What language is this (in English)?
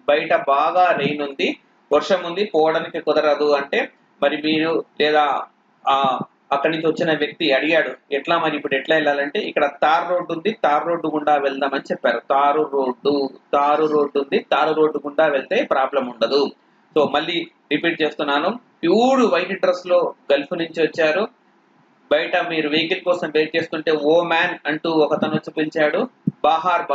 Telugu